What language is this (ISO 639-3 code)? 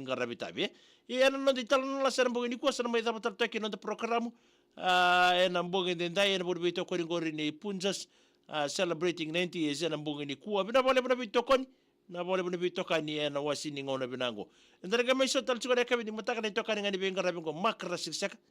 fij